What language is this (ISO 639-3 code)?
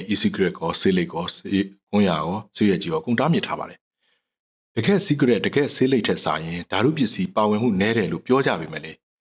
mya